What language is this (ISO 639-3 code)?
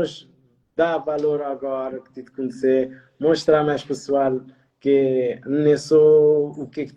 kea